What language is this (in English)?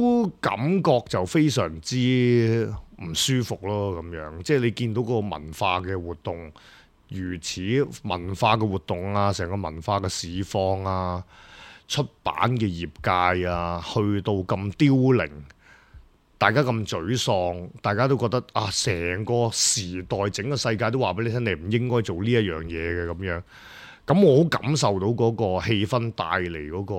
Cantonese